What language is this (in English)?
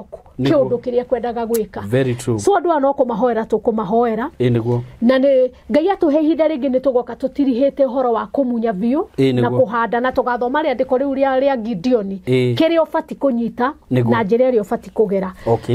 Kikuyu